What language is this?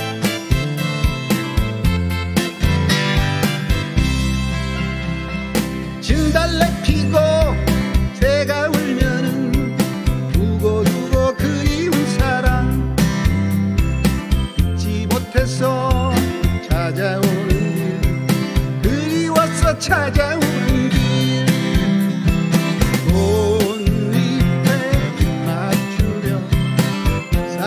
Korean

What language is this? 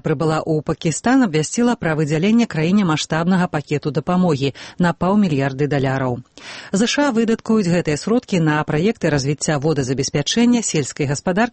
Belarusian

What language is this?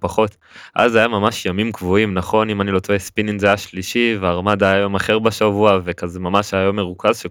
Hebrew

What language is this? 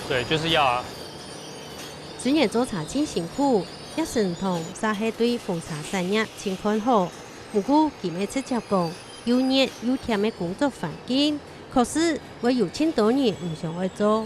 Hakka Chinese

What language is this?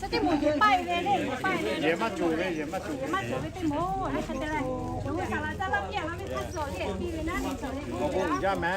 Lahu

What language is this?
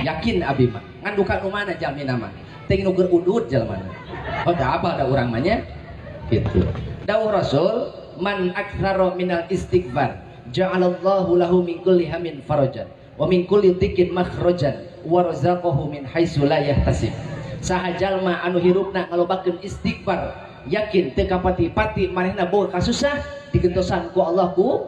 Sundanese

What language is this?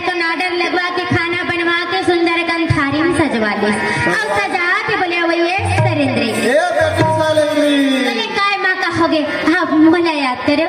Chhattisgarhi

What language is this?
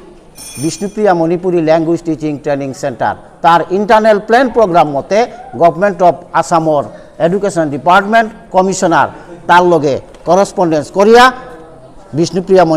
Bishnupriya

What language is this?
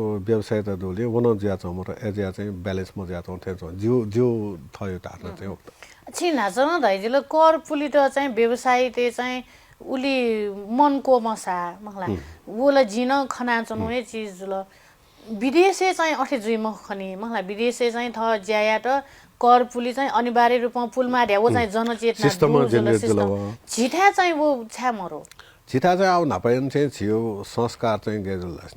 Newari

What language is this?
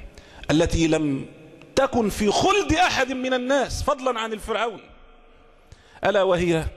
Arabic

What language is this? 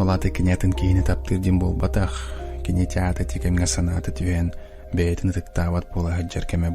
Yakut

